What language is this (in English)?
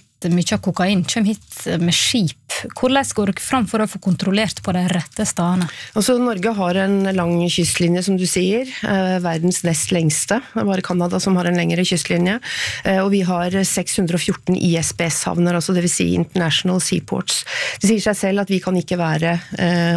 Norwegian